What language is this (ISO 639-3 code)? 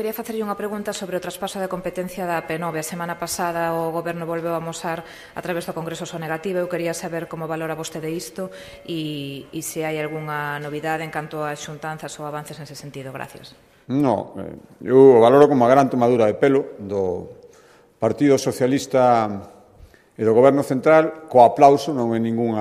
glg